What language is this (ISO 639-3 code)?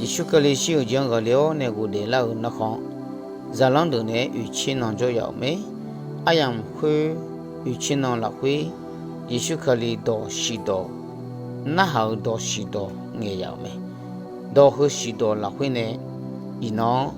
ahk